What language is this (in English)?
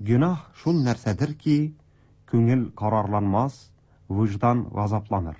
Tatar